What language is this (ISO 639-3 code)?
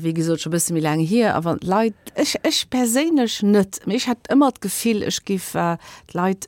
ltz